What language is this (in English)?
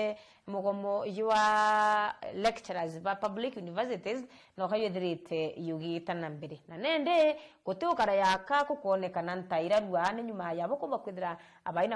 Meru